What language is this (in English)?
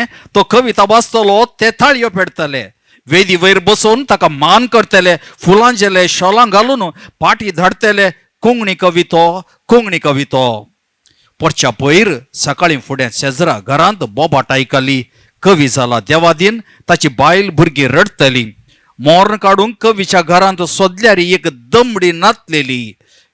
Konkani